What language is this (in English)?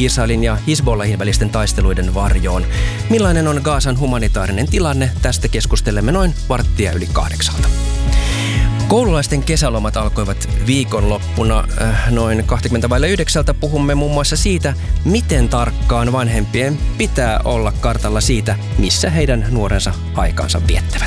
Finnish